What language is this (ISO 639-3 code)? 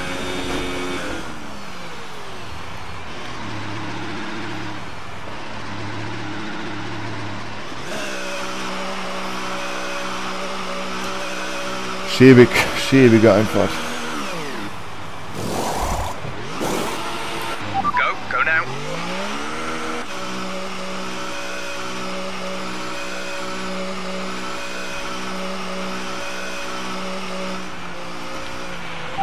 deu